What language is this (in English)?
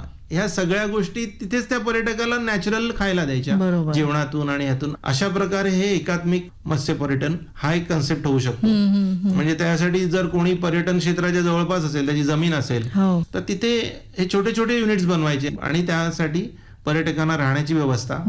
Marathi